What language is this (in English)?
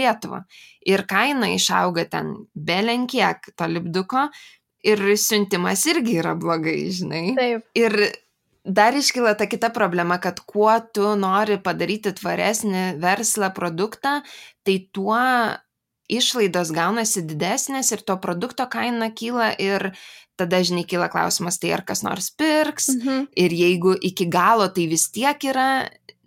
Lithuanian